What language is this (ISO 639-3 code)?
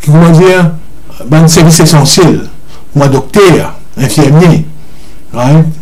mfe